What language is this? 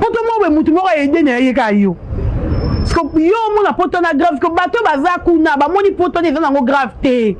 Lingala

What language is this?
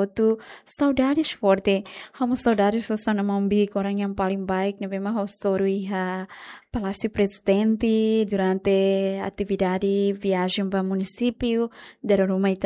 Tetum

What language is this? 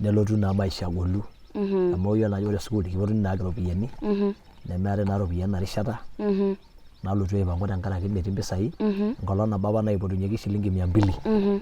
Masai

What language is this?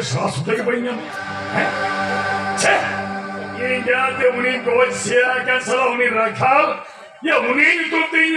Santali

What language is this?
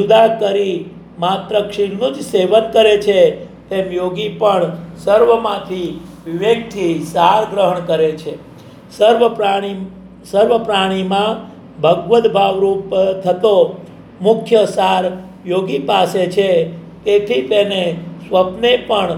Gujarati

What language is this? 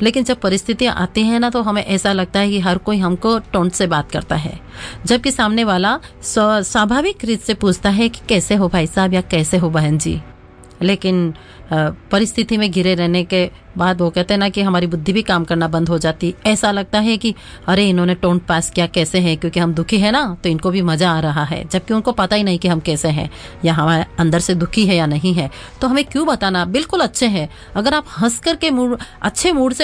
Hindi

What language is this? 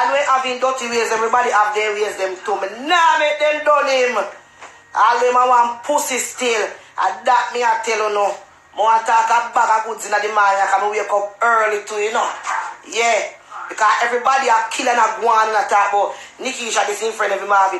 Jamaican Creole English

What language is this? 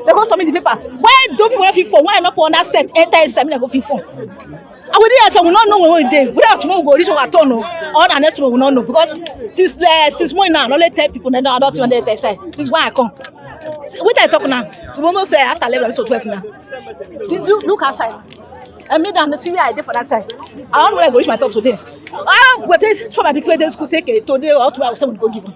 Nigerian Pidgin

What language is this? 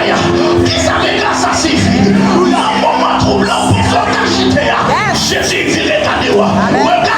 Haitian Creole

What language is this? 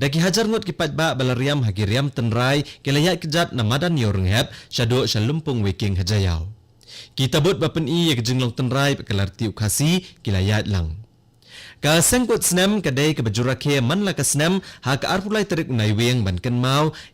Khasi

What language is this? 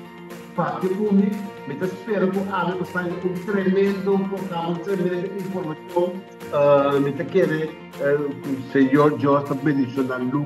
Papiamento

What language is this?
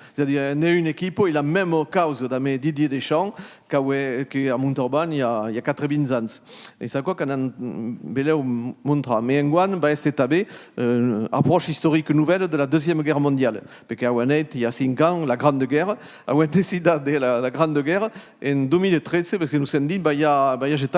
Occitan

